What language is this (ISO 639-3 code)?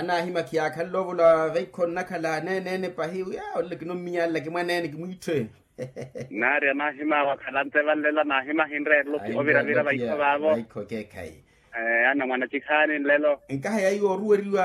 vmw